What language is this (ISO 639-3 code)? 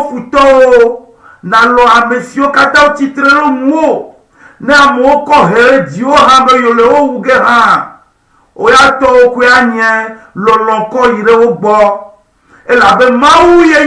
ewe